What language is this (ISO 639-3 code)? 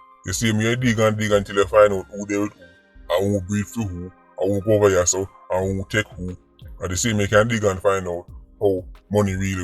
jam